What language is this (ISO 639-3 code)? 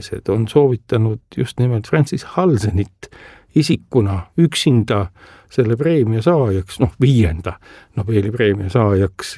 est